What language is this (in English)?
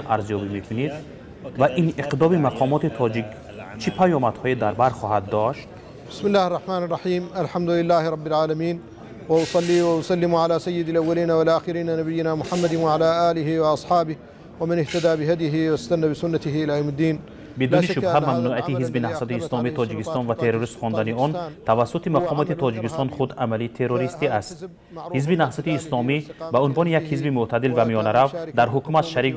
Tajik